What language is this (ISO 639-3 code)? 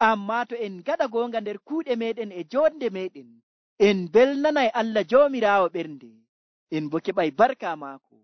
fuv